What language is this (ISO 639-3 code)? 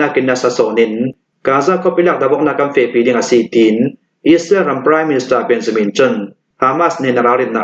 cnh